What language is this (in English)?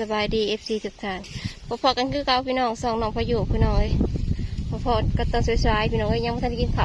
Northeastern Thai